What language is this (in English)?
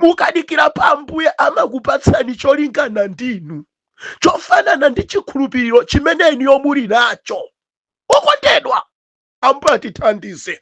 Nyanja